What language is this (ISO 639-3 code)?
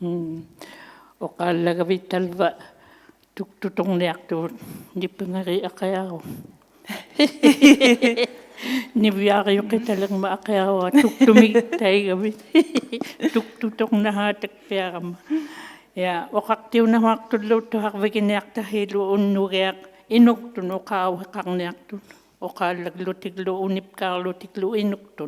iku